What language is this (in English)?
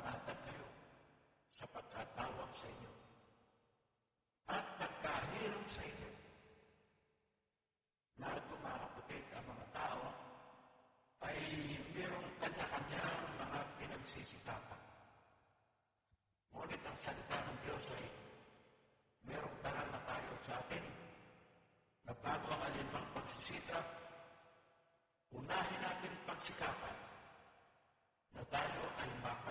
Filipino